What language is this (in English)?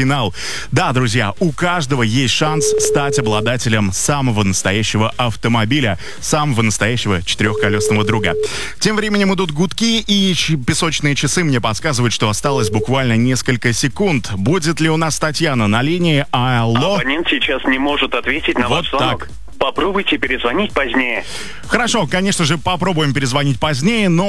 Russian